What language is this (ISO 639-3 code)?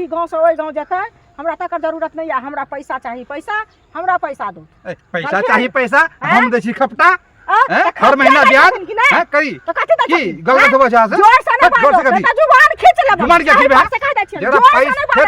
mai